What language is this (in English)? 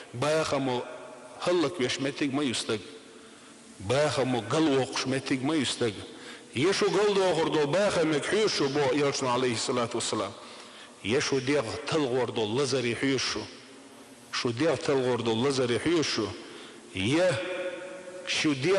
Chechen